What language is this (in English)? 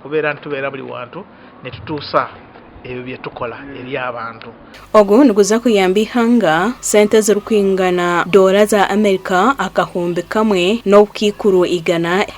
Nyankole